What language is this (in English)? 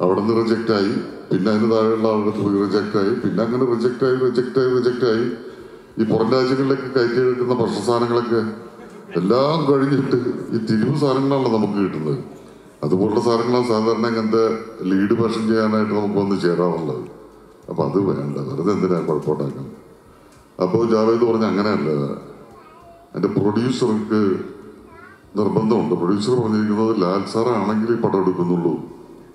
Malayalam